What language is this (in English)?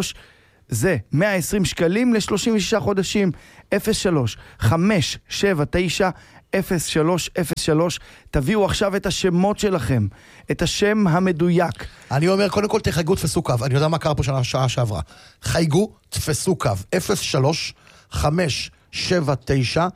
Hebrew